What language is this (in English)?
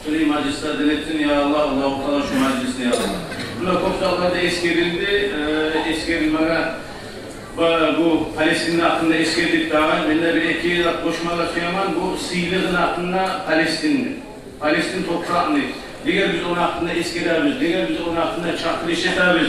Kumyk